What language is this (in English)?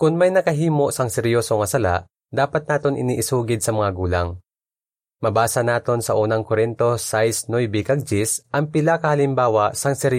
Hiligaynon